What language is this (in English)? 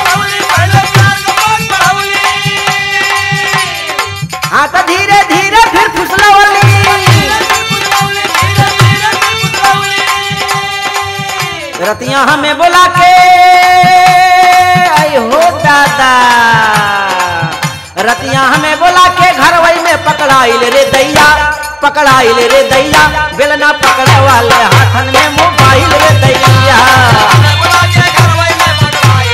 Bhojpuri